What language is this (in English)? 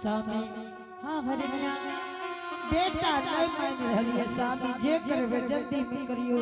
Angika